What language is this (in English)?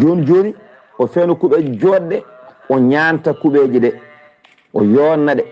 Fula